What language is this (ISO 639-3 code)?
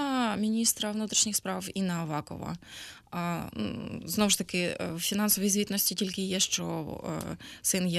ukr